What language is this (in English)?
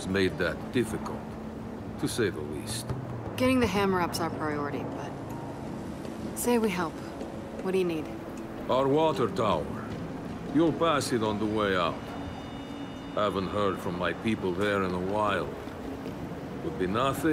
English